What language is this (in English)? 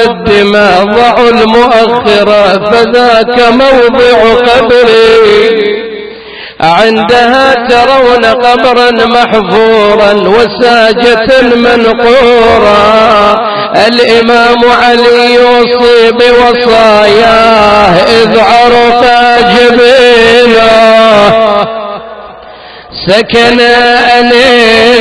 Arabic